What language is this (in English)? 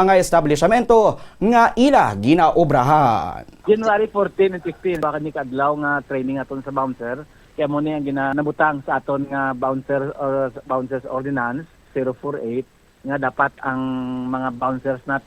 Hiligaynon